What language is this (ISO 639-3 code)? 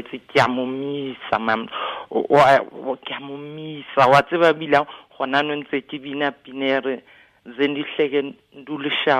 tsn